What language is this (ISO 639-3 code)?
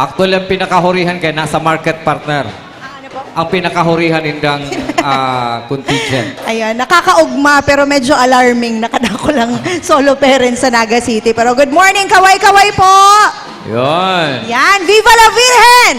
bik